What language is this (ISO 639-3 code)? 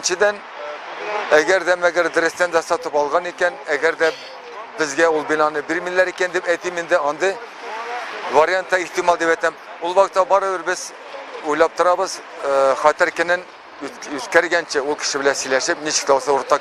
tat